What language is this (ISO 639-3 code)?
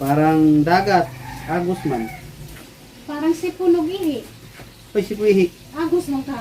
ceb